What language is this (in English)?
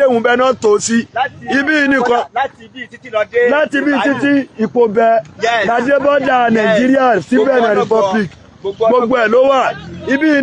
Yoruba